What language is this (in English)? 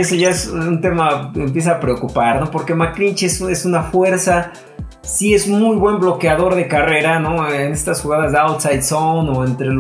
Spanish